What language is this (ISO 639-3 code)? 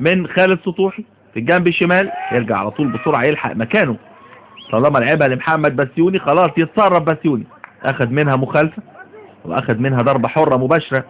arz